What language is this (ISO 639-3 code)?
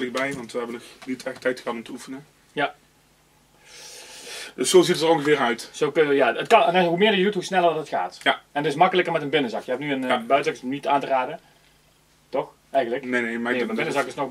nld